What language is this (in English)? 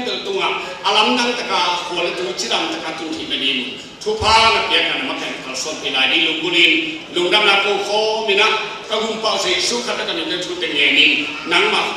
Tedim Chin